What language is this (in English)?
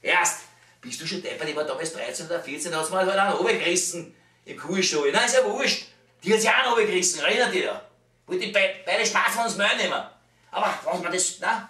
Bavarian